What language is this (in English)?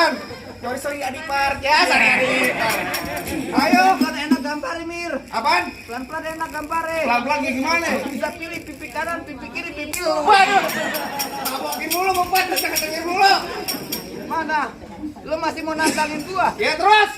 Betawi